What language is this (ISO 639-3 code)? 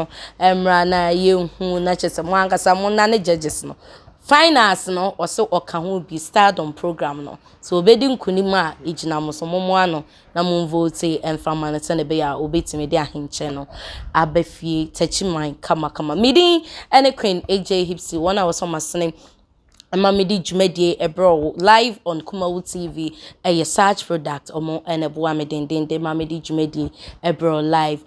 aka